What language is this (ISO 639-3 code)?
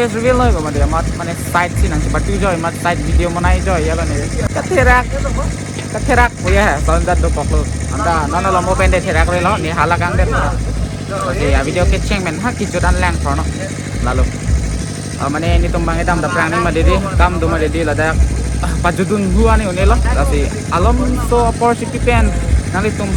mjw